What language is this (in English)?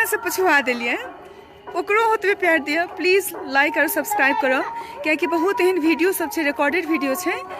Maithili